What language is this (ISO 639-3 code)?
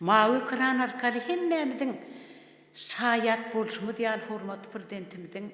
tuk